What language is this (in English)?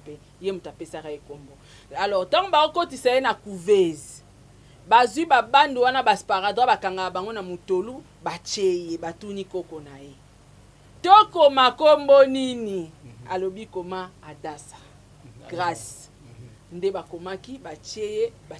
Lingala